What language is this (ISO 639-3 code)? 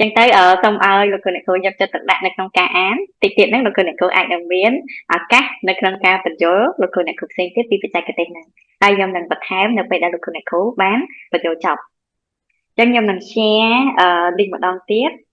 khm